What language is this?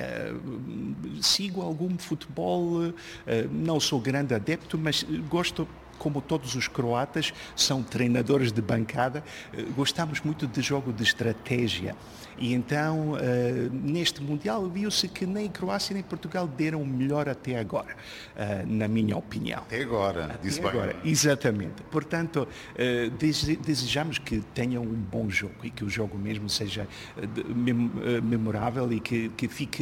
Portuguese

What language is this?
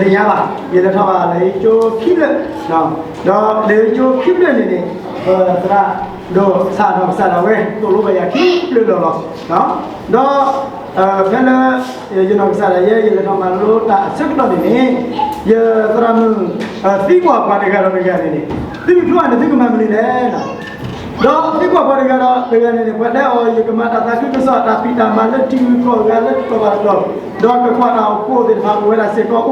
S'gaw Karen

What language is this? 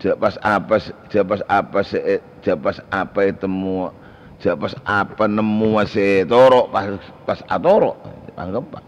Madurese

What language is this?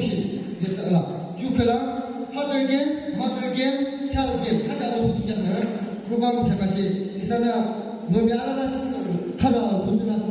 Yimchungru Naga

